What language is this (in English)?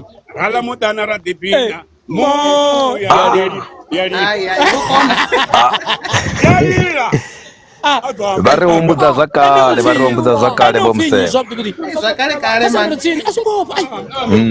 Venda